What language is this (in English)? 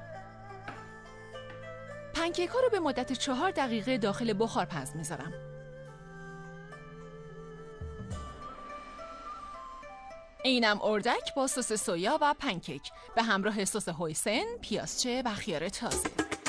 Persian